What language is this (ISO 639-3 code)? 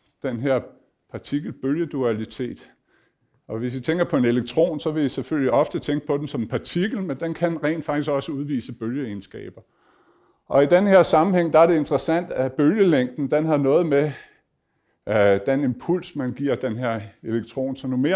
dan